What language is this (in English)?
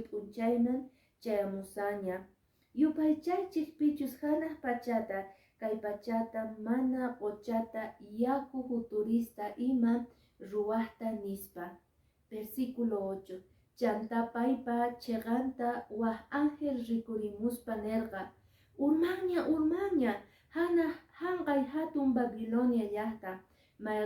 Quechua